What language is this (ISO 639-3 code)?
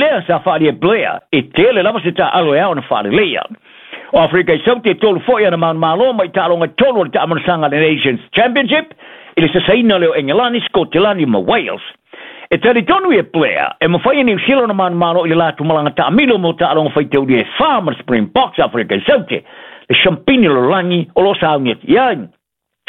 smo